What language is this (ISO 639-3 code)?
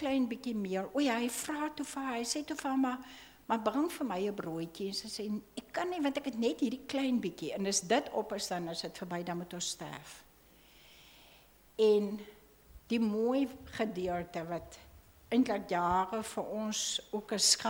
afr